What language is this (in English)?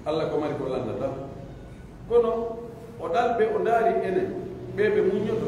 Pular